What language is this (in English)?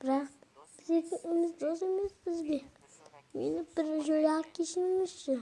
Kazakh